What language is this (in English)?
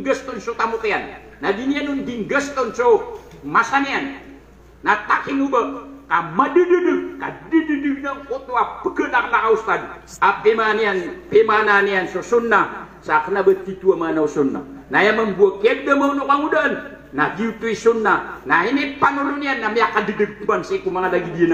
Maranao